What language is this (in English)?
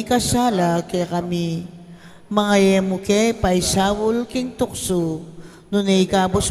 Pampanga